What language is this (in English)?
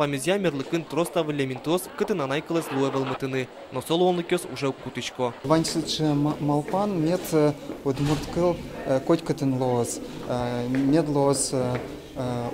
Udmurt